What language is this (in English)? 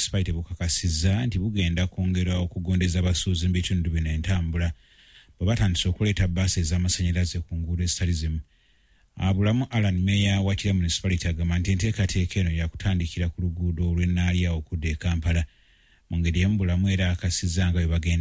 Ganda